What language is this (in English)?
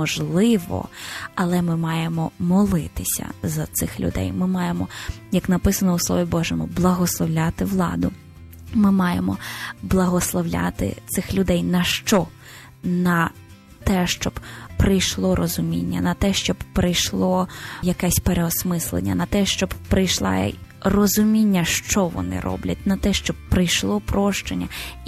Ukrainian